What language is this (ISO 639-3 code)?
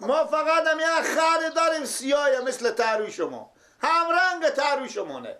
fas